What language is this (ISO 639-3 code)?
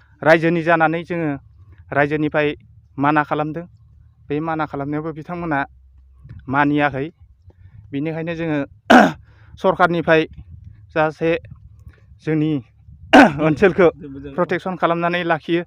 brx